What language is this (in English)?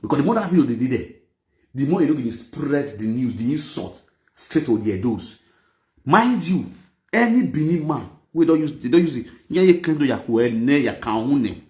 Nigerian Pidgin